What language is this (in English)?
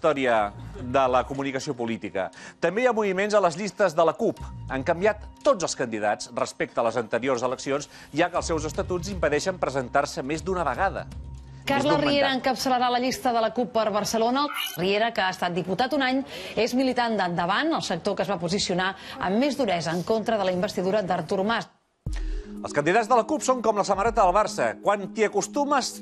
Catalan